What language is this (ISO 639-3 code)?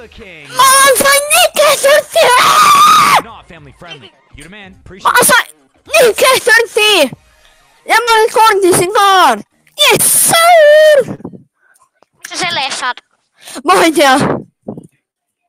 est